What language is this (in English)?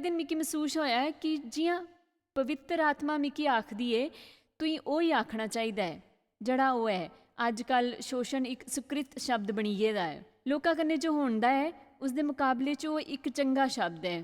Dogri